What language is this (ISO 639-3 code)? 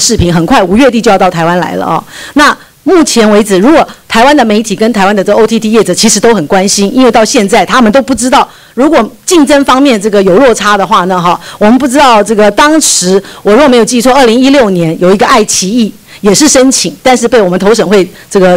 zho